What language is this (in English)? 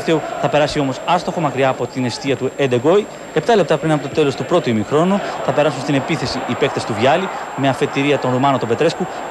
Greek